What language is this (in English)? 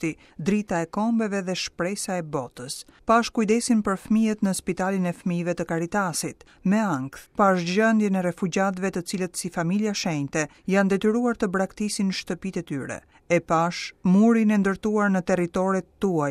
Albanian